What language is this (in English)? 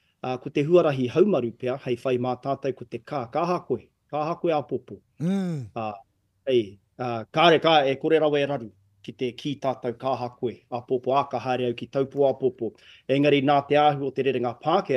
Māori